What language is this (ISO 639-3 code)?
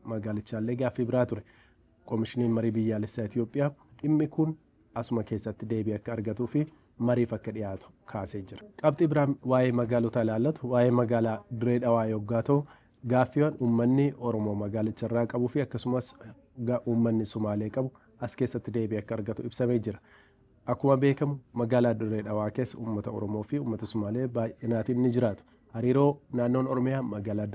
orm